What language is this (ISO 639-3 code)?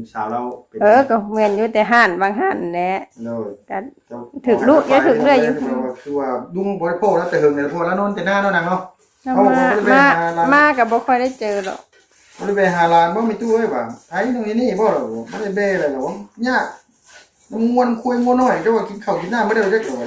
tts